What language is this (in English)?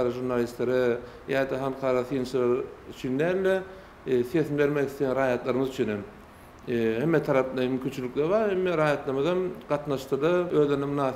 Turkmen